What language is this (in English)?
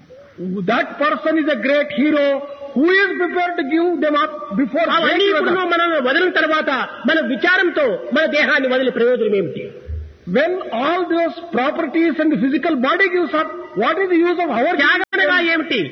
Telugu